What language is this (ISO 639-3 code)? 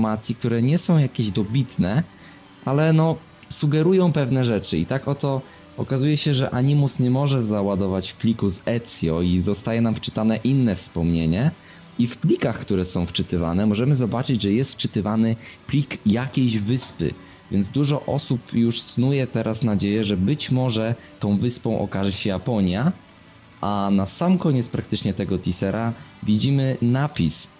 pol